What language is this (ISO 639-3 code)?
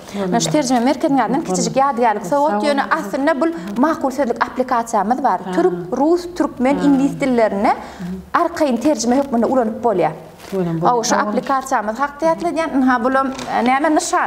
tuk